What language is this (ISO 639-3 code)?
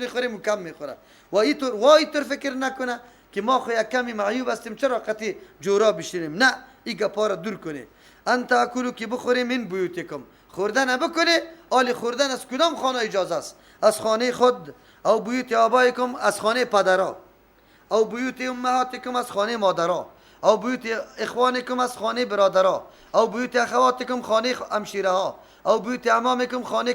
fas